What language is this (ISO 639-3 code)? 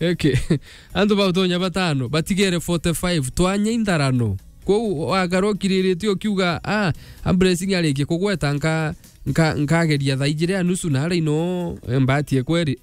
mer